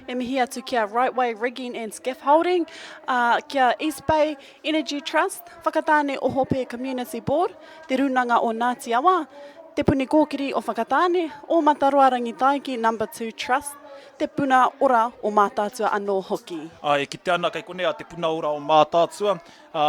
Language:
Māori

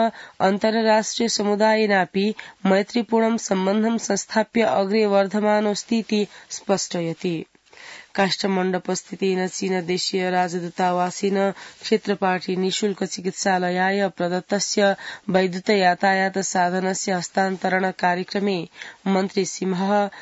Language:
Sanskrit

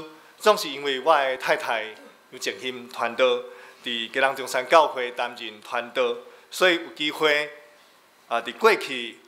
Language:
Min Nan Chinese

